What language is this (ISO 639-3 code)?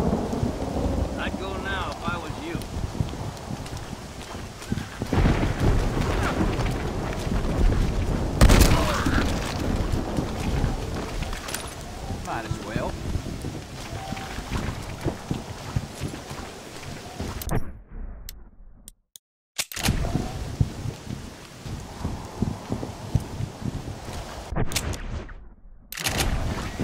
eng